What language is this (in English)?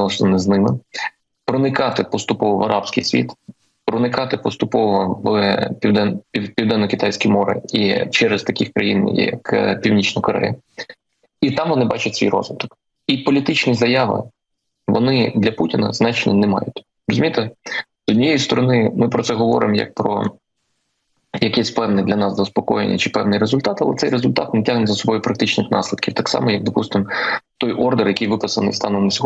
Ukrainian